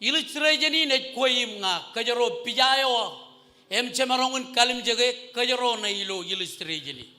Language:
Marshallese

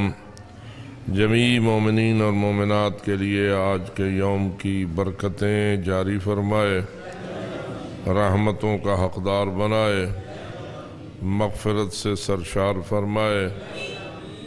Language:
Urdu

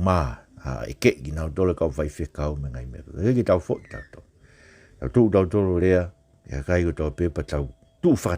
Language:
Tongan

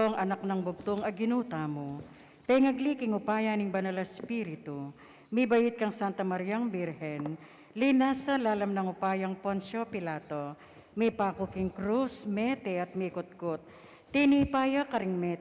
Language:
Pampanga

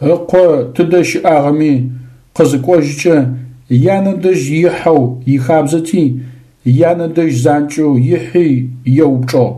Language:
Adyghe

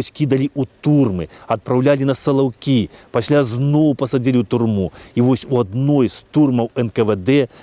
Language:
Belarusian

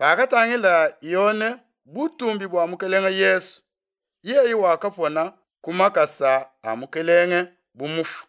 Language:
Luba-Lulua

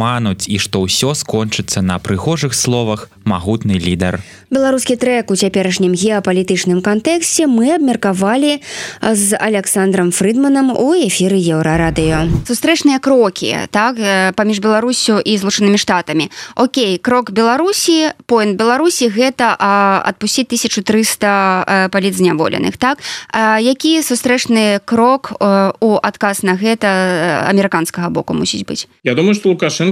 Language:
Belarusian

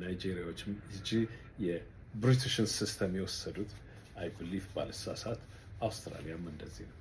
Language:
Amharic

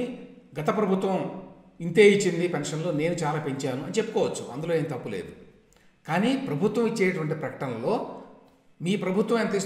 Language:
Telugu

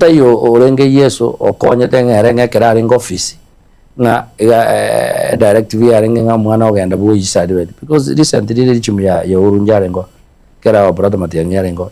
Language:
Gusii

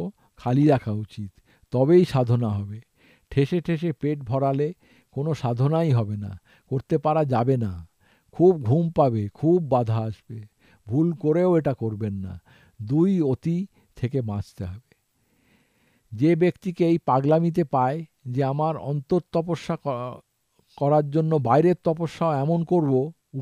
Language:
Bangla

